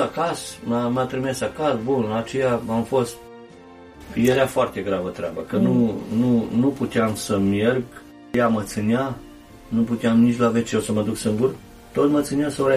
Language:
Romanian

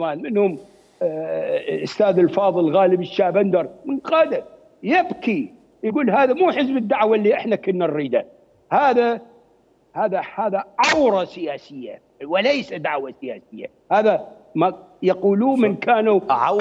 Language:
Mesopotamian Arabic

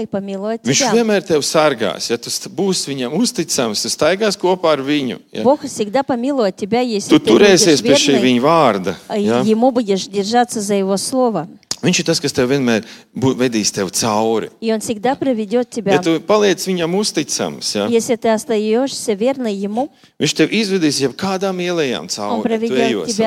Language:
Latvian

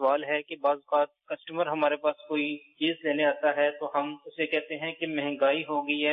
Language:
Urdu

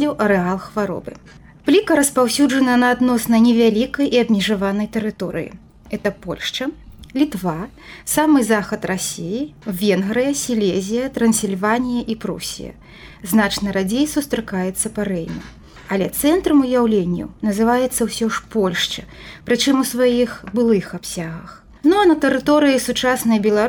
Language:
Belarusian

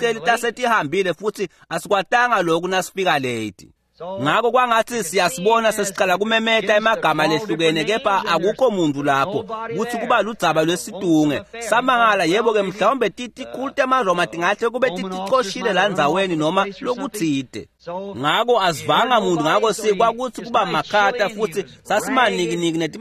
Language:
Swati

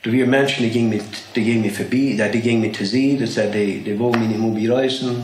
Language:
Plautdietsch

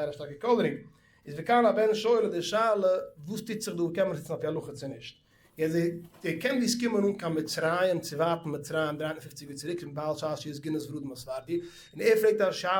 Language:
Yiddish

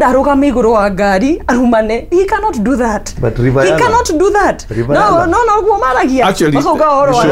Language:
Kikuyu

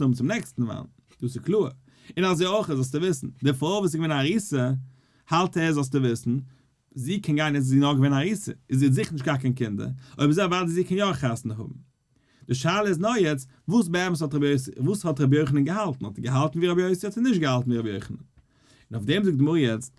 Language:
Yiddish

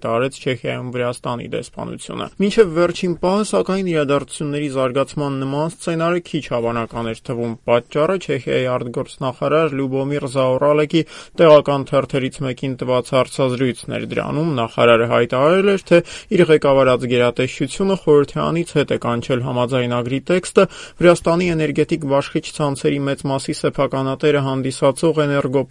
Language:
Armenian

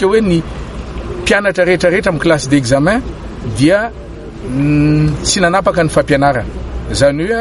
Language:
Malagasy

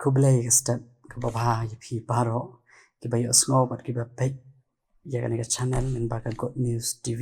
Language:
Khasi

